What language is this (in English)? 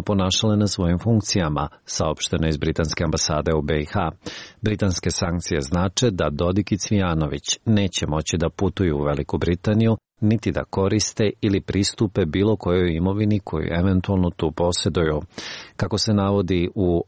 Serbian